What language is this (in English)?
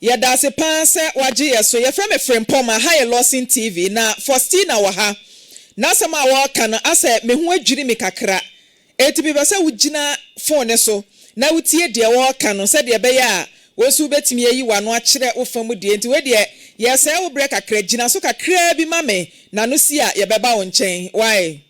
Akan